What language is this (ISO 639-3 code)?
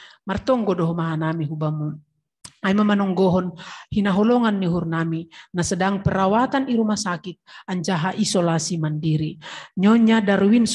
bts